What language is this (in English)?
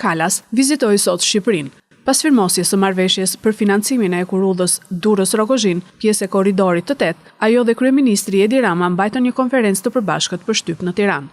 Albanian